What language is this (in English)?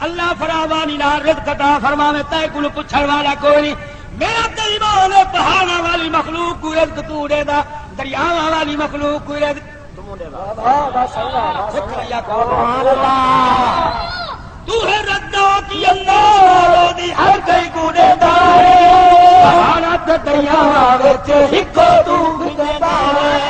Saraiki